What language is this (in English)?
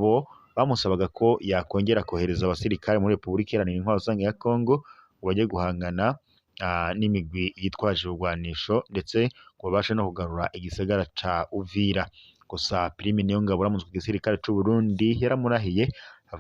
Rundi